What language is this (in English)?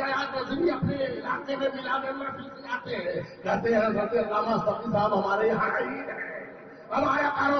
Urdu